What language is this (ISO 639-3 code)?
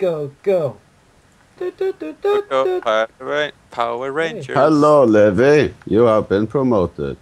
fao